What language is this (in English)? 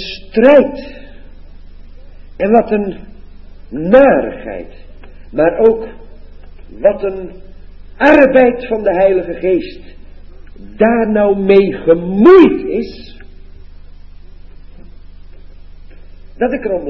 Dutch